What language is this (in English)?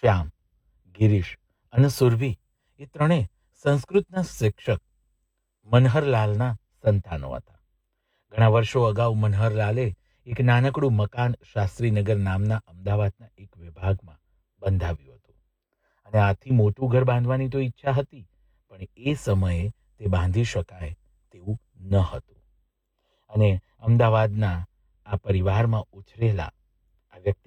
Gujarati